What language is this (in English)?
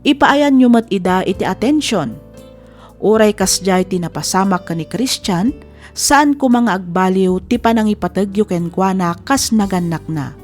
Iloko